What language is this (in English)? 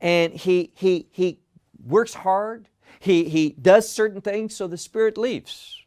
English